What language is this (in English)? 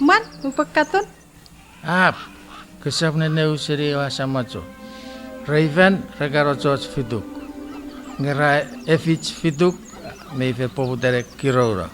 Chuukese